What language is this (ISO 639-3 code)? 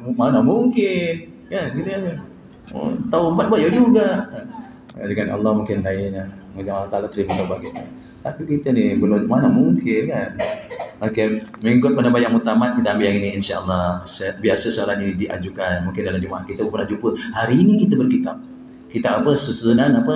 msa